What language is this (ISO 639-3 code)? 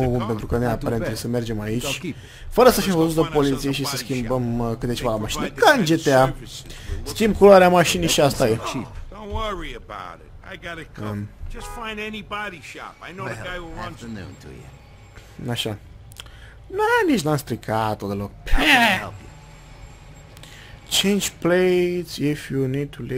ron